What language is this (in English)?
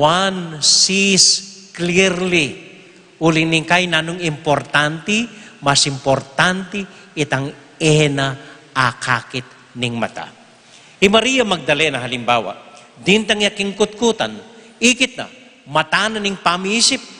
Pampanga